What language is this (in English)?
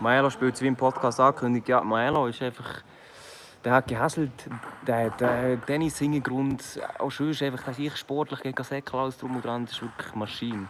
Swiss German